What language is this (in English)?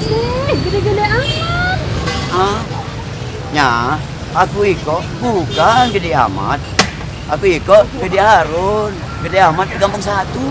Musi